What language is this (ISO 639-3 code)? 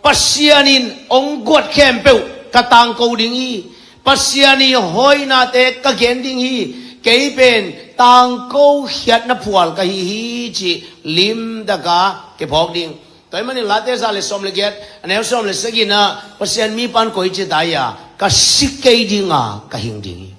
ctd